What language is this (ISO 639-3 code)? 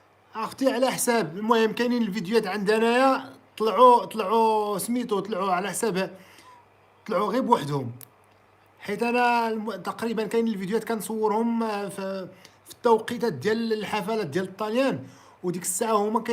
ary